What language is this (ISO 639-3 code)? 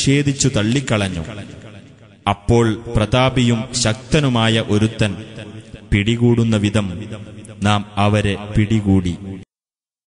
mal